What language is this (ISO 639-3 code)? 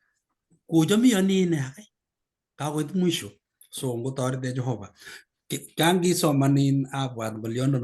kln